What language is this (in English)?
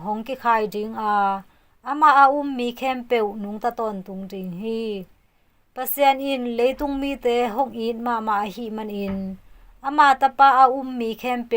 Tedim Chin